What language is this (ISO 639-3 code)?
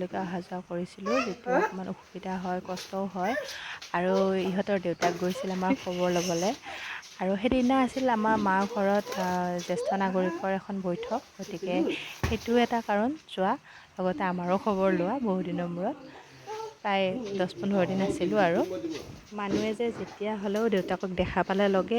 asm